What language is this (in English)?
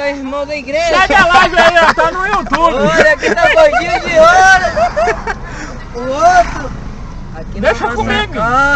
Portuguese